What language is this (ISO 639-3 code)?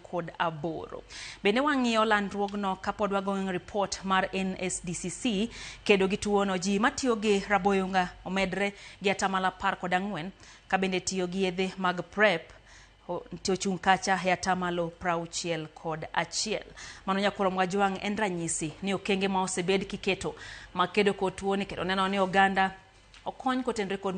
luo